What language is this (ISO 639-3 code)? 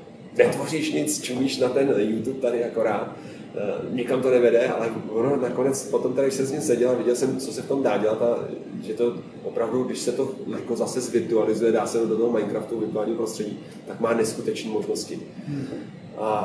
ces